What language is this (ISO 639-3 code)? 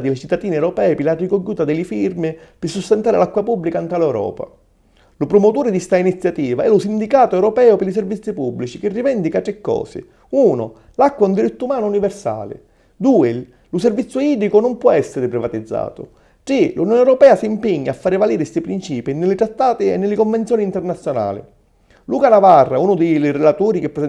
scn